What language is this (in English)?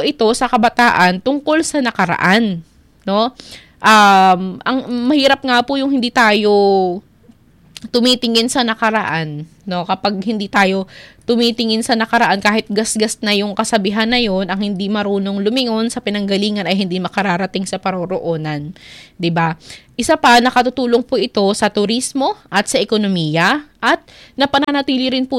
Filipino